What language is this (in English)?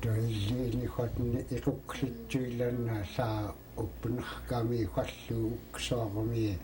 Central Yupik